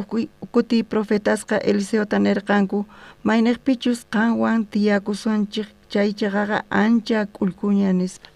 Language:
South Bolivian Quechua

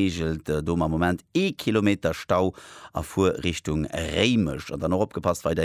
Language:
Luxembourgish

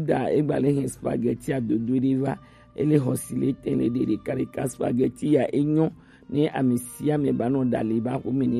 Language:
Gen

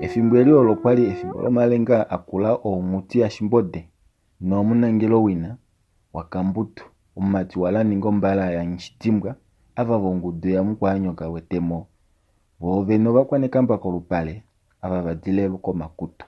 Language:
Kuanyama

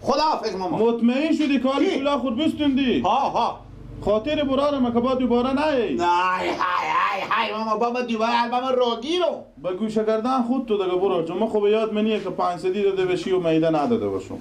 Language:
Persian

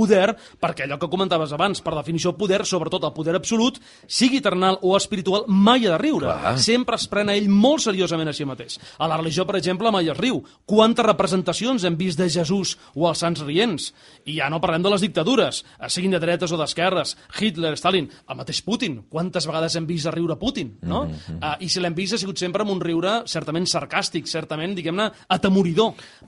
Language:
Catalan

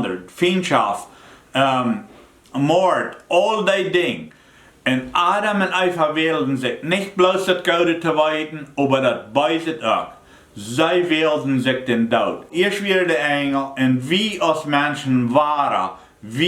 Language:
Plautdietsch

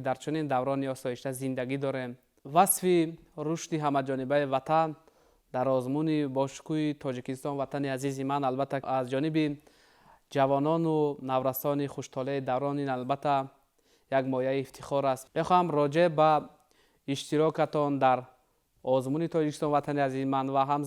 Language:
Tajik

